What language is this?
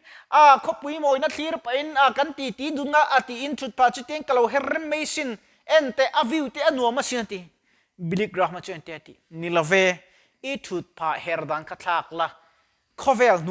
Mizo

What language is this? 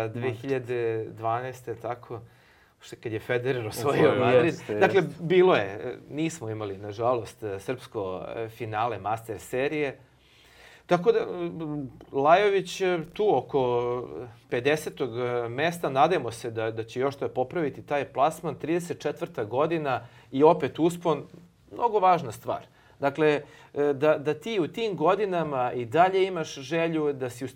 Serbian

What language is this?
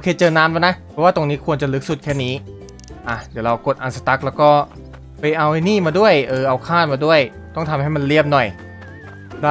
Thai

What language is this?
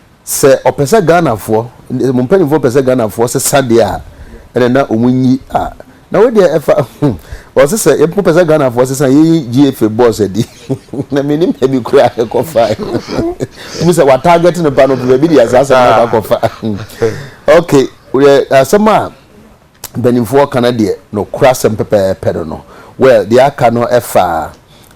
Akan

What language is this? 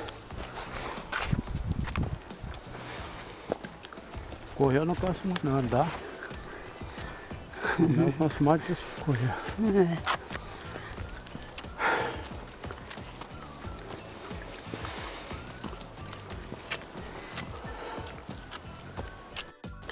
Portuguese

